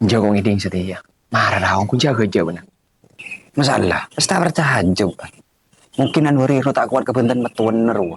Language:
Madurese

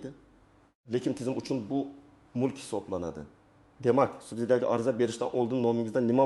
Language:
Uzbek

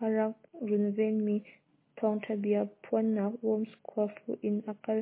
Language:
Hakha Chin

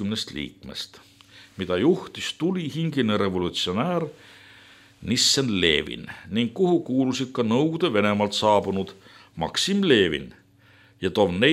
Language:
Estonian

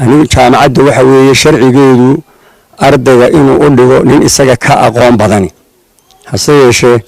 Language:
Somali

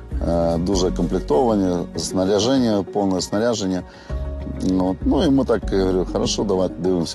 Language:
Ukrainian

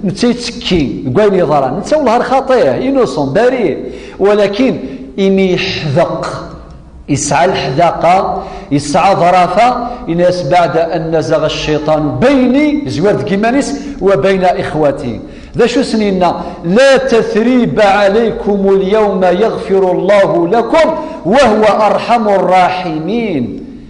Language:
Kabyle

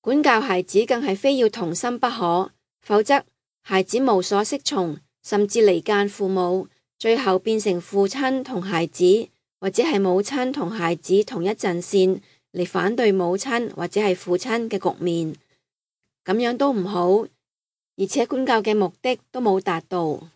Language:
Cantonese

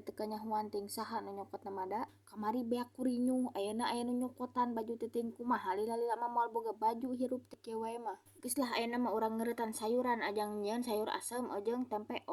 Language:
Sundanese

